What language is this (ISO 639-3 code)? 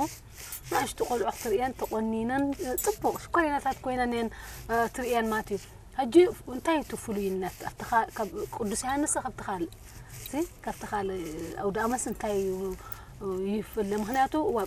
tir